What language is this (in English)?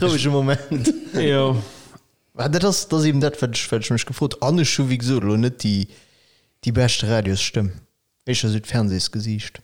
Luxembourgish